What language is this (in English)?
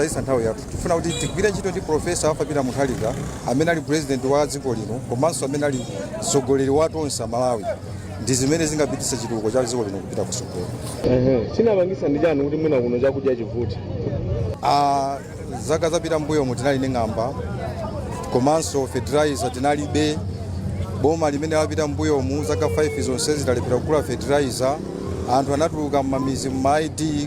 Nyanja